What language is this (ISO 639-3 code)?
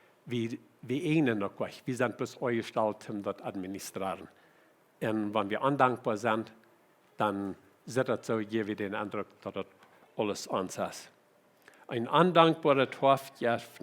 pdt